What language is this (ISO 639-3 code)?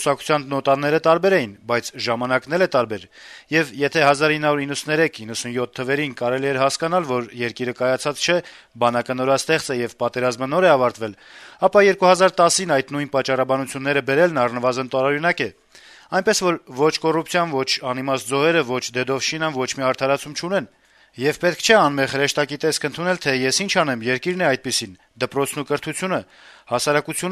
hye